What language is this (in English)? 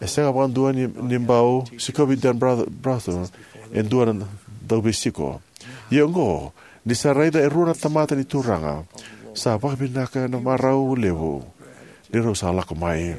Fijian